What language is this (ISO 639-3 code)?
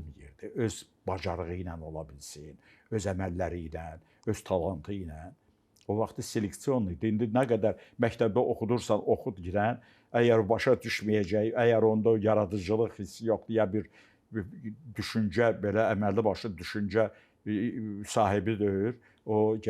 aze